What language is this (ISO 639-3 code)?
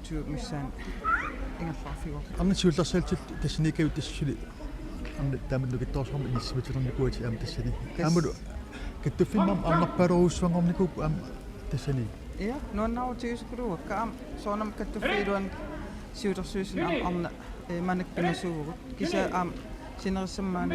kal